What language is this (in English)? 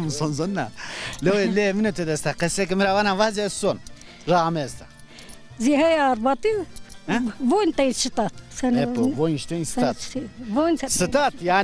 Zaza